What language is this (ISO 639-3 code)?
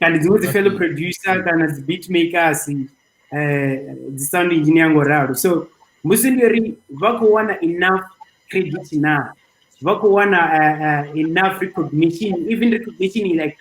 ven